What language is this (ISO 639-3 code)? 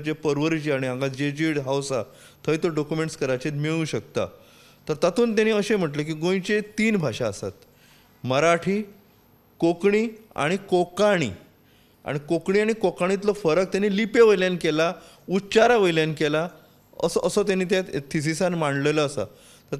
kok